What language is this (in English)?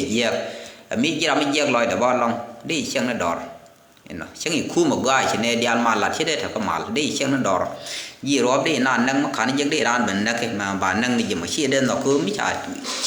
Nuer